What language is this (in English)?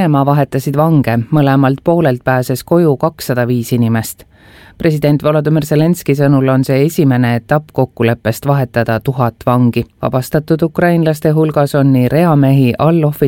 Estonian